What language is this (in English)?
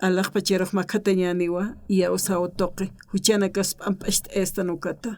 Aymara